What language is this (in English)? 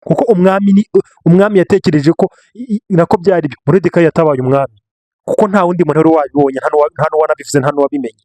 Kinyarwanda